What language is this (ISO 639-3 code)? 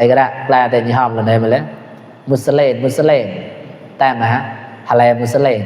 mnw